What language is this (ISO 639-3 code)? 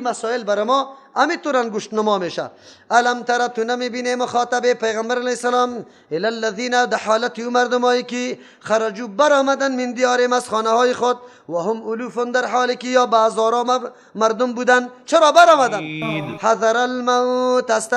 fas